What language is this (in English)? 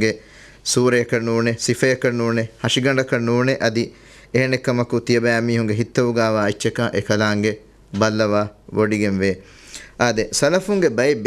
Divehi